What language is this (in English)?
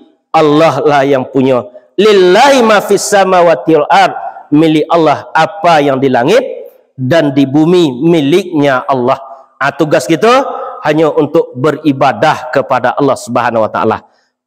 Minangkabau